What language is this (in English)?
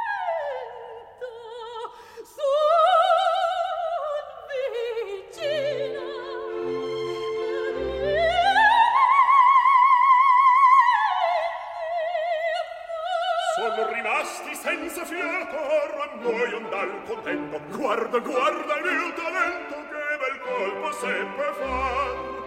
Italian